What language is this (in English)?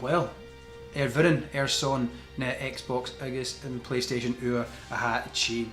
Scottish Gaelic